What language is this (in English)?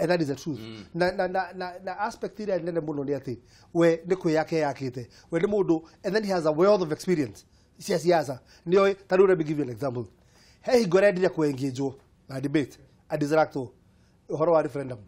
Kikuyu